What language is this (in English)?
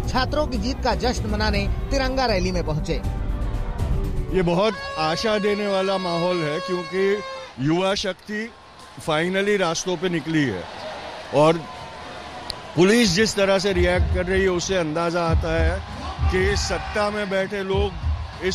Hindi